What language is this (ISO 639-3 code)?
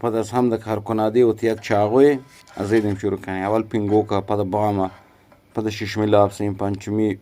bgp